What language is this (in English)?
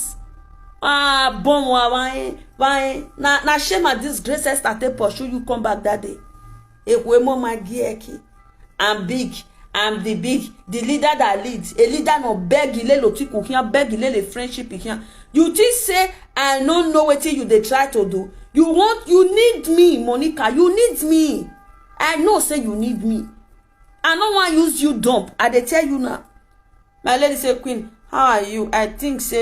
Nigerian Pidgin